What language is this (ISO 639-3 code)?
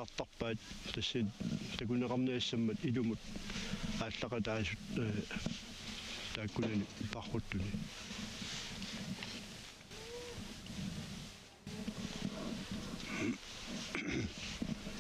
kal